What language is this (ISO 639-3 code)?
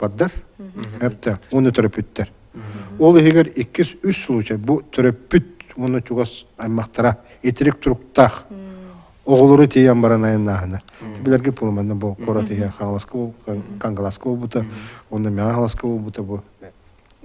sah